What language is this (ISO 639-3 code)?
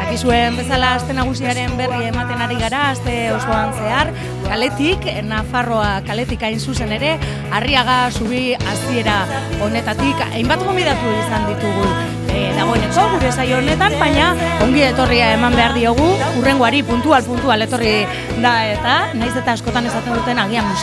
eus